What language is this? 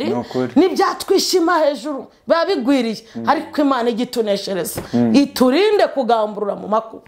Kinyarwanda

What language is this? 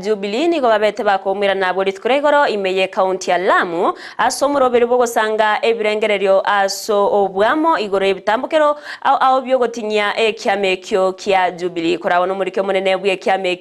Gusii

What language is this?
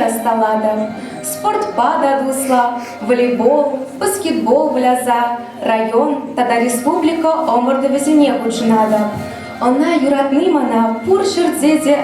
Chuvash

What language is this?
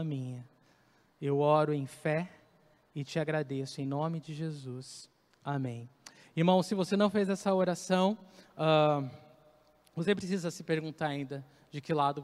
Portuguese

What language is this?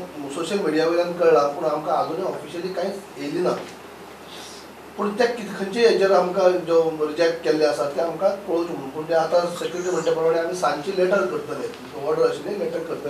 Konkani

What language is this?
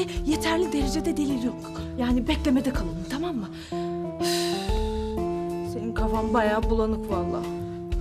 Turkish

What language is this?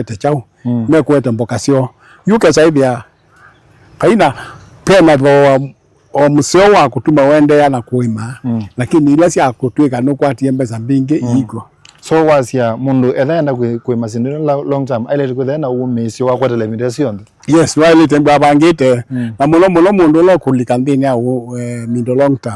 Kamba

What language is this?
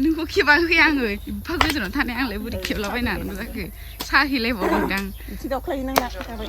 Bodo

